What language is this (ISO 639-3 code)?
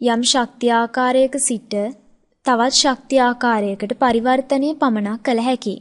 sin